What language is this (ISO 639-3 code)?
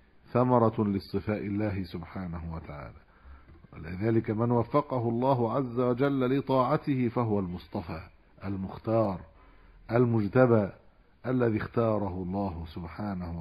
ara